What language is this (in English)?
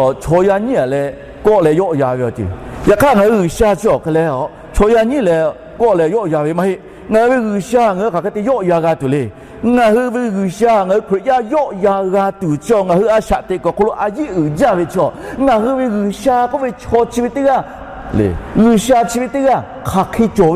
Lahu